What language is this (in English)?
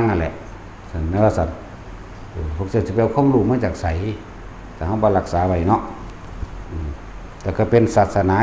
Northeastern Thai